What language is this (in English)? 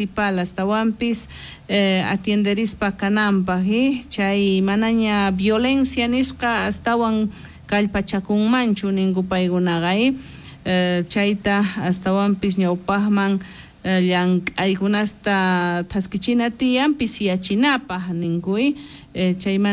South Bolivian Quechua